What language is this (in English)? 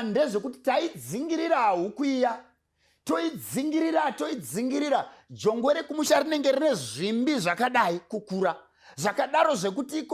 Shona